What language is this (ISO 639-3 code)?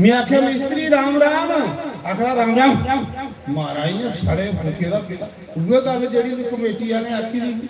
doi